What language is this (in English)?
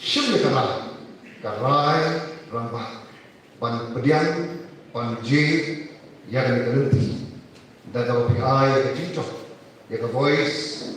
Khasi